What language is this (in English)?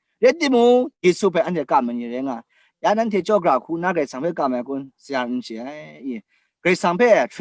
Kachin